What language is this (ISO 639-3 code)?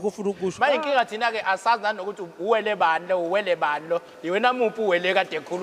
zul